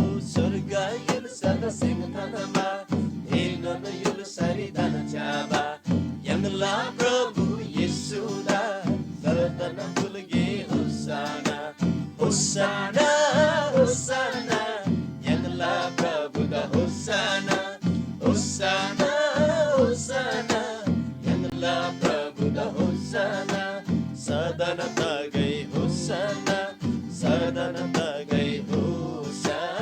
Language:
Eastern Tamang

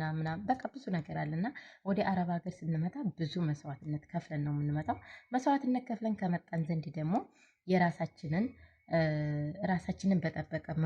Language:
Amharic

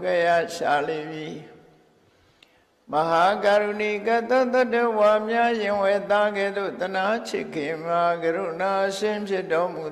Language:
Burmese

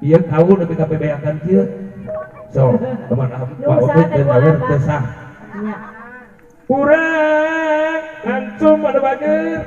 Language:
Sundanese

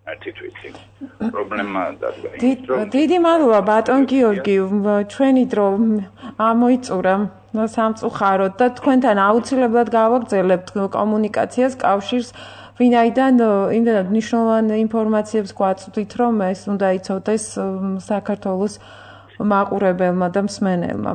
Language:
Georgian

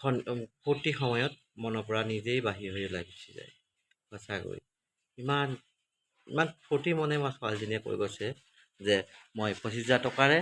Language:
Assamese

